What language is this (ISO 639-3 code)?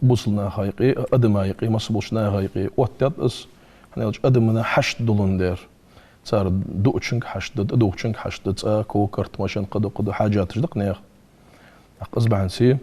inh